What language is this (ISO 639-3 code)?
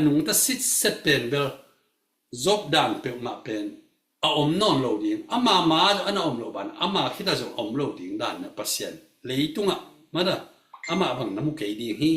ctd